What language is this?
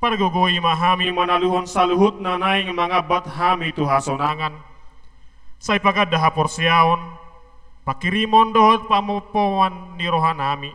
Batak Toba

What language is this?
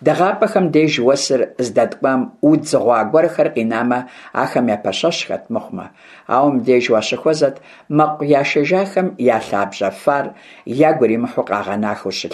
Kabardian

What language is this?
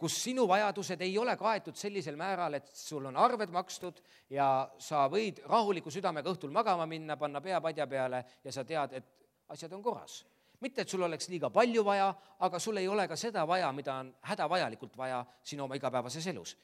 Estonian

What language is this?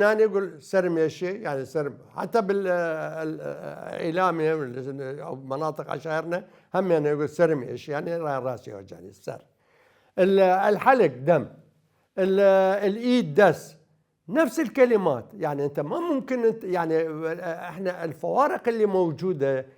Mesopotamian Arabic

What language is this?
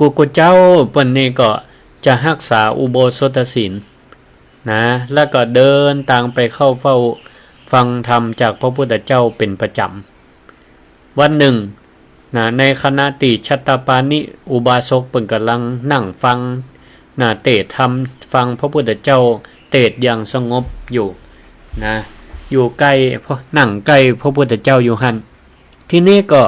Northern Thai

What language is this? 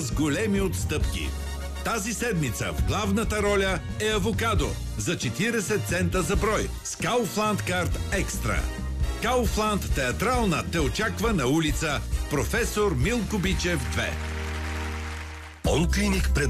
Bulgarian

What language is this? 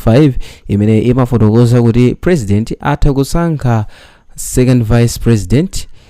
Nyanja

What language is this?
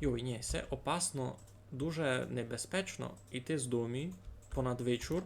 Rusyn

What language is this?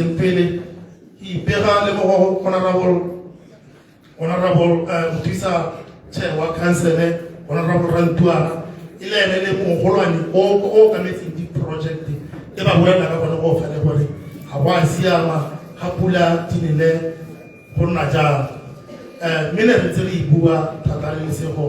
Tswana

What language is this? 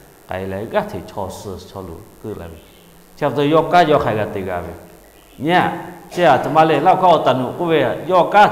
Lahu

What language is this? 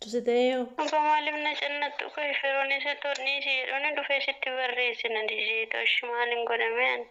Oromo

